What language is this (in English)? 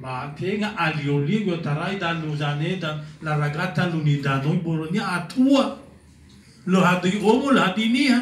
Nias